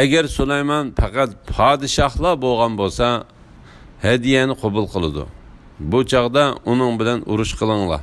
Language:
Uyghur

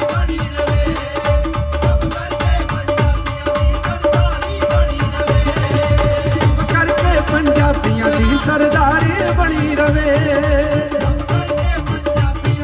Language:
Punjabi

